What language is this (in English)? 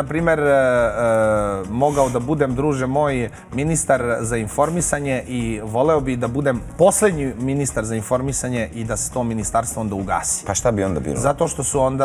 Serbian